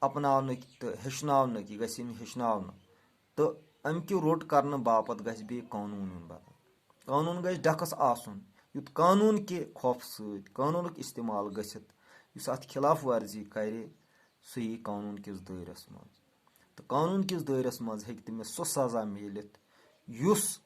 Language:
Kashmiri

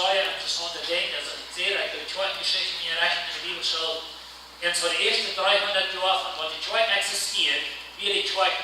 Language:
Plautdietsch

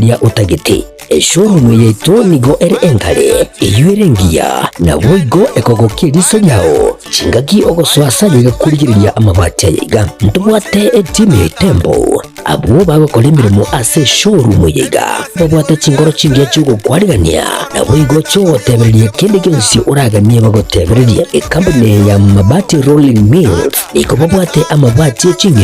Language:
Gusii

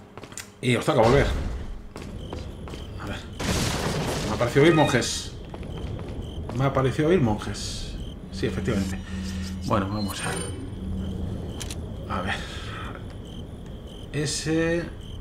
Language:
Spanish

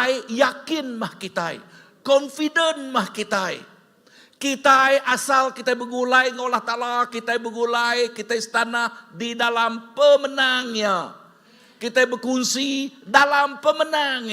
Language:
Iban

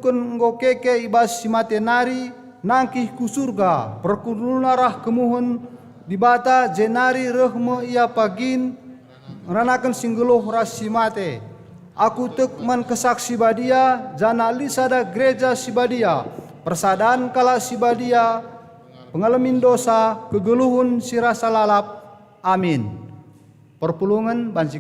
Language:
Batak Karo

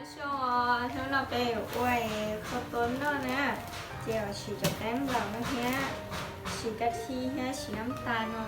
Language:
Hmong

